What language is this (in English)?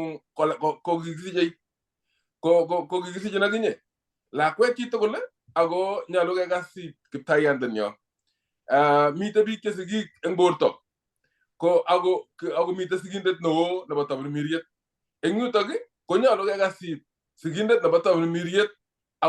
Kalenjin